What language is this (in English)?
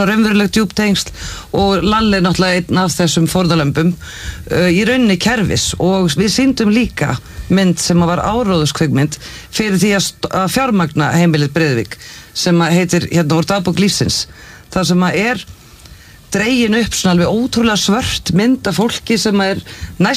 Icelandic